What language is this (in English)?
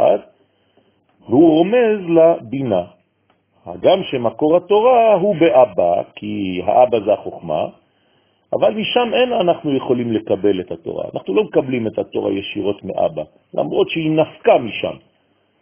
Hebrew